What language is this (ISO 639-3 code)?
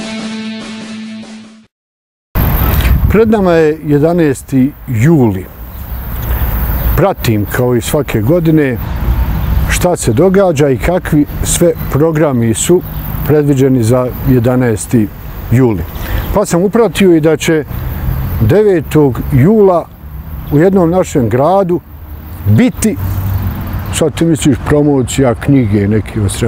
bos